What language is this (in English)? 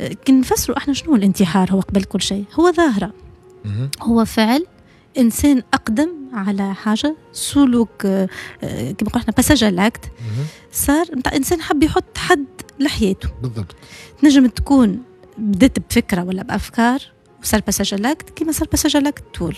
Tunisian Arabic